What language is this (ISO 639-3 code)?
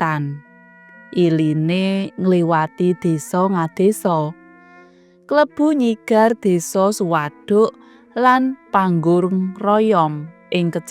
jav